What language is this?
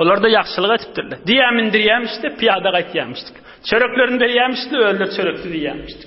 Turkmen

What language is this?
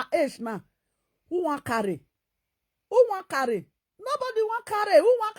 Nigerian Pidgin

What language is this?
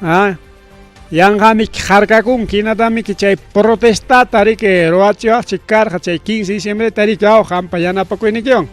Ayacucho Quechua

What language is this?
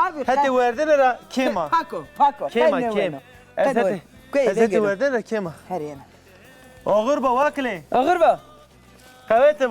Zaza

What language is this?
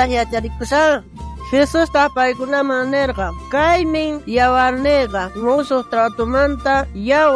South Bolivian Quechua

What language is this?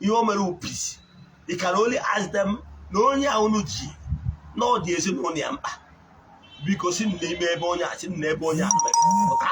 Igbo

